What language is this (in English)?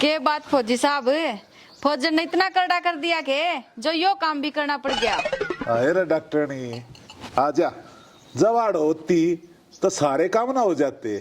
Haryanvi